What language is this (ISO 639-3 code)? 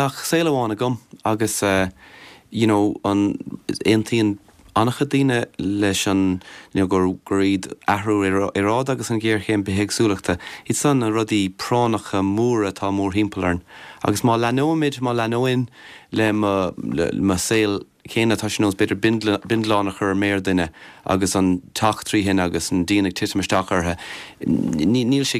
gle